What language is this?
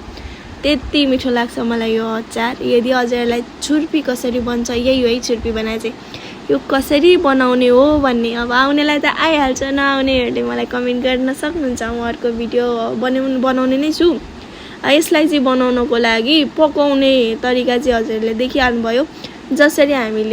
Nepali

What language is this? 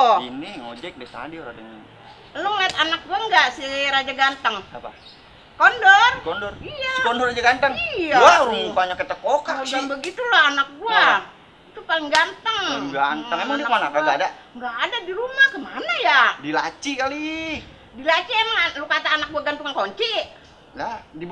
Betawi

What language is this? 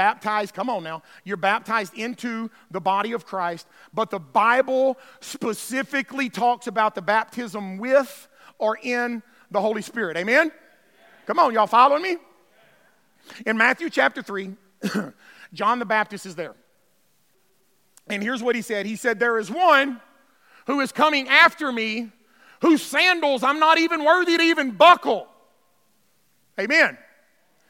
English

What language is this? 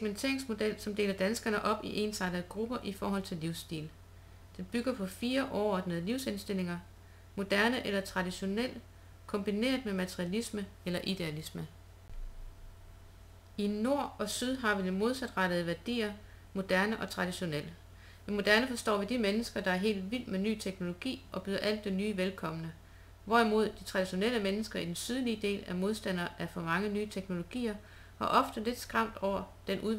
Danish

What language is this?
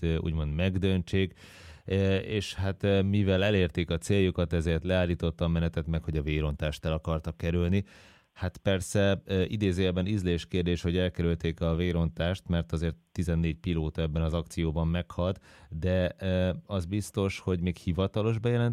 Hungarian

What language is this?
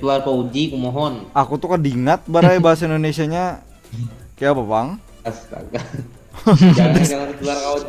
Banjar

